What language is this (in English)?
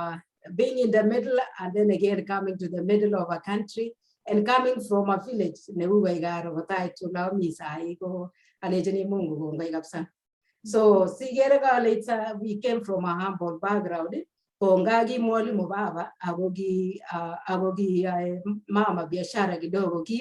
Kalenjin